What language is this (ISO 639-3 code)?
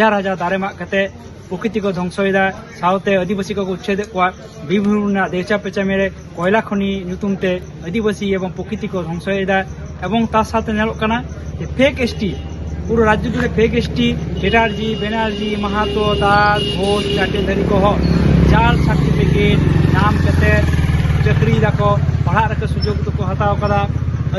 sat